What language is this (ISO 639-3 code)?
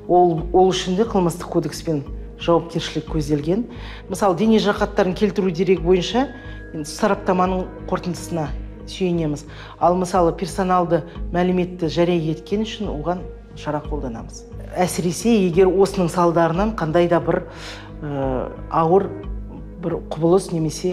kaz